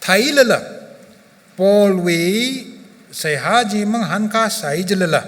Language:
Tangkhul Naga (India)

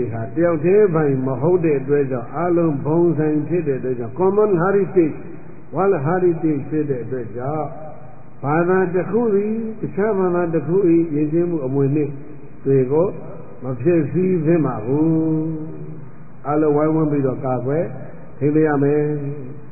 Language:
Burmese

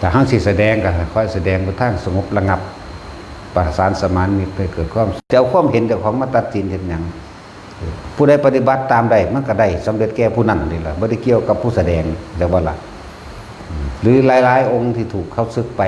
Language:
Northeastern Thai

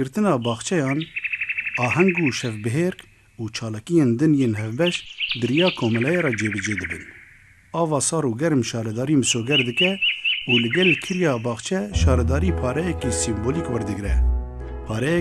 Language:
Kurdish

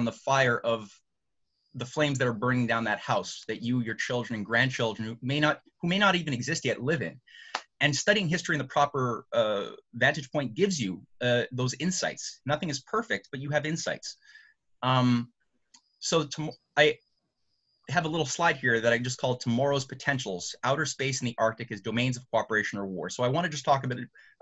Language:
English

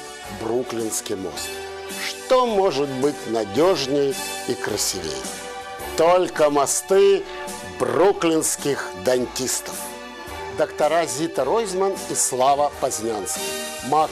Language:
Russian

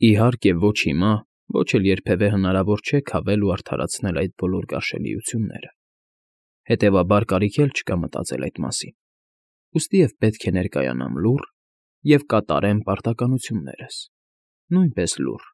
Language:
Armenian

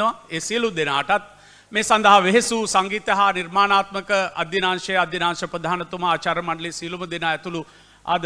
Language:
Sinhala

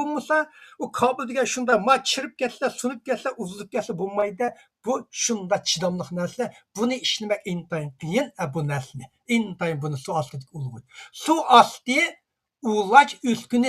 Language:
Uyghur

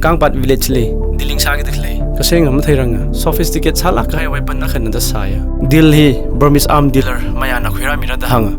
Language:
Tangkhul Naga (India)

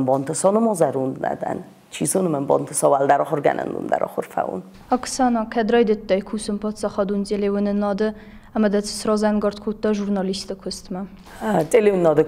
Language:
Ossetic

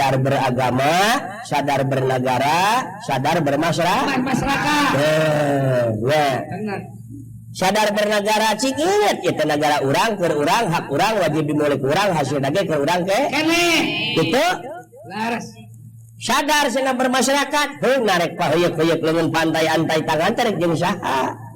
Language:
Sundanese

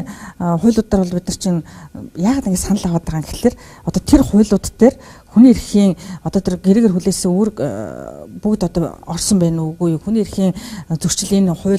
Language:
Mongolian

